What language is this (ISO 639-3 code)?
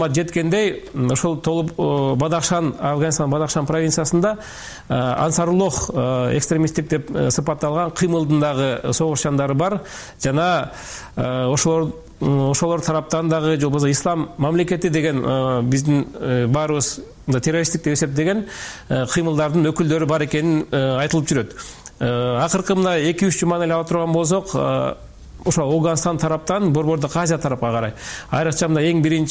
kir